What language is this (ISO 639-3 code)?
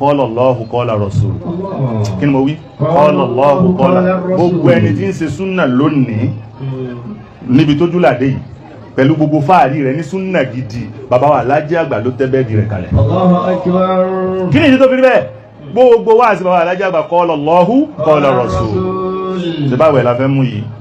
yor